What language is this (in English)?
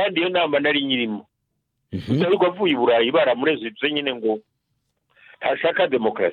Kinyarwanda